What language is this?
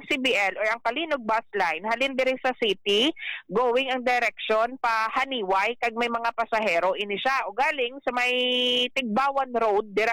Hiligaynon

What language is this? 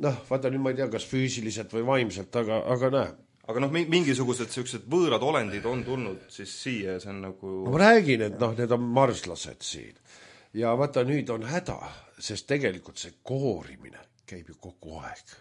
Estonian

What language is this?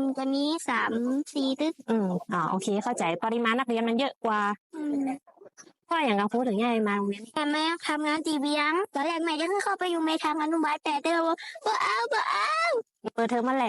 Northern Thai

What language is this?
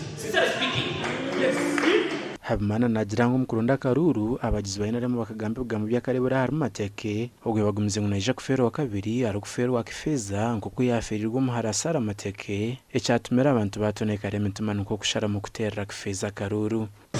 Nyankole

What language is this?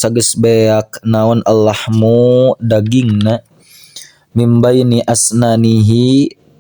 Sundanese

